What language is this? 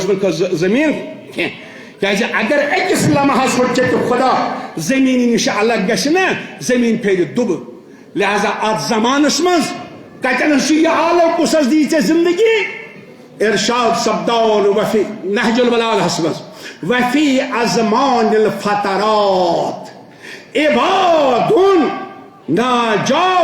Kashmiri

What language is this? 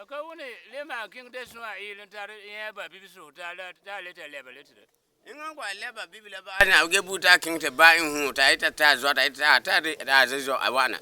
Frafra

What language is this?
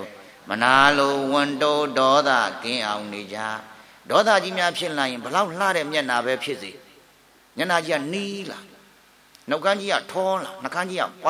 Burmese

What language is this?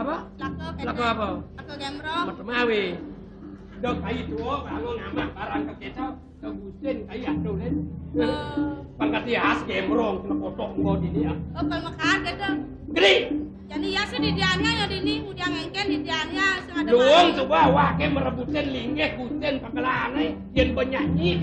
Balinese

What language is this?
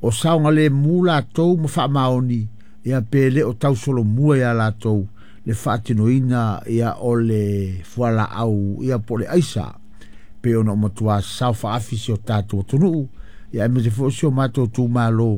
Samoan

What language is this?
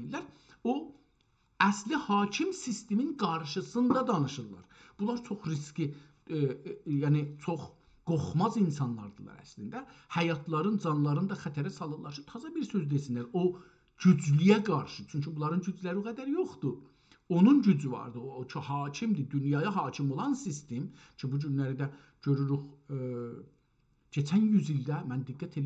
South Azerbaijani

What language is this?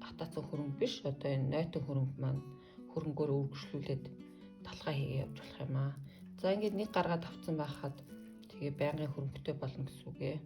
Mongolian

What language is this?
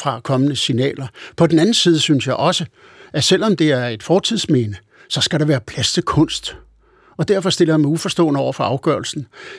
Danish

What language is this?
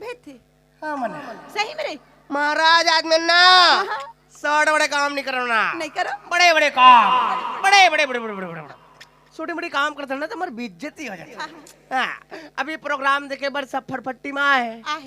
Chhattisgarhi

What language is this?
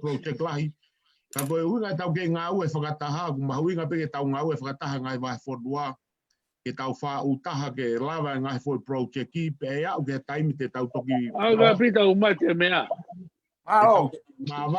Tongan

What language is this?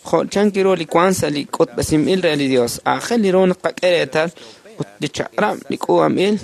Kekchí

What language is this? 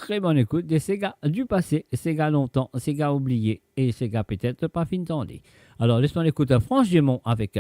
Morisyen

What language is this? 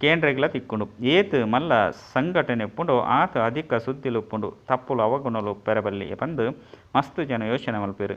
Tulu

